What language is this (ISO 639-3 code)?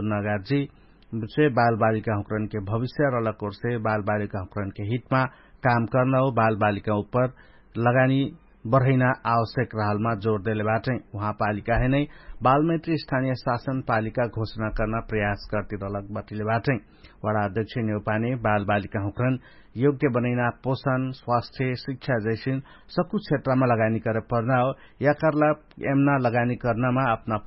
thl